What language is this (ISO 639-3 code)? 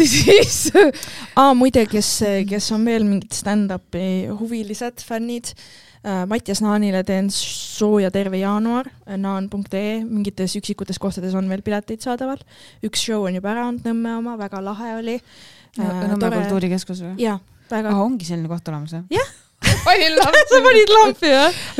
est